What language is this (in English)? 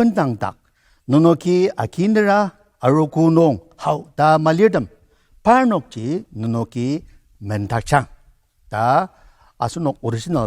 Ao Naga